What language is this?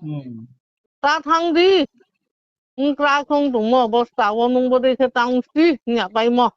Riang (India)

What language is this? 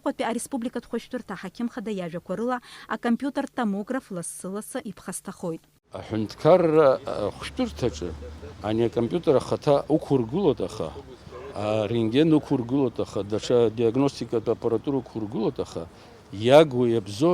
Abkhazian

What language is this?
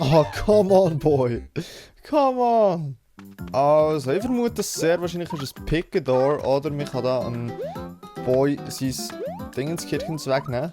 Swiss German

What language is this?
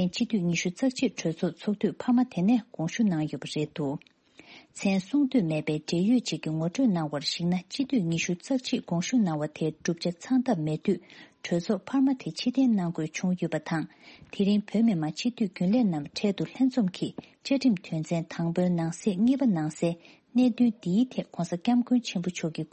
Tibetan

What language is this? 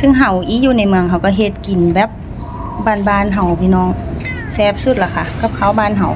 Northeastern Thai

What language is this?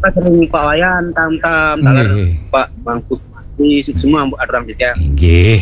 Balinese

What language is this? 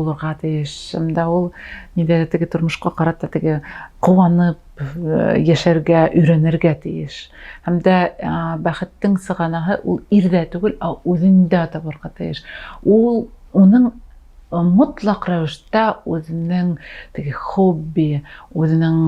Bashkir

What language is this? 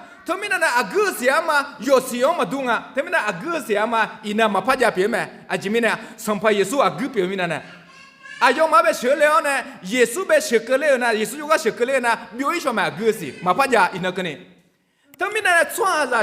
Akha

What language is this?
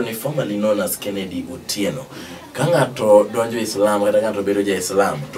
Luo (Kenya and Tanzania)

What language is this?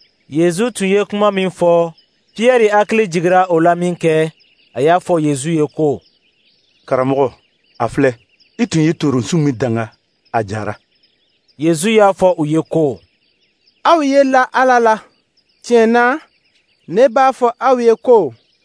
Dyula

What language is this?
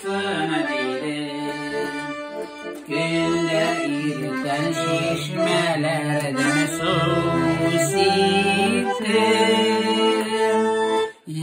Tatar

